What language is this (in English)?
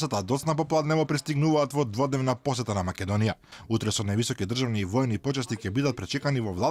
Macedonian